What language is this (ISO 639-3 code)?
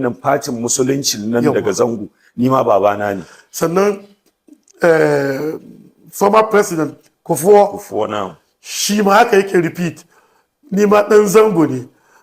hau